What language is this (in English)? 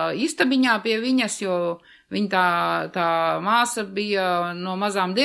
Latvian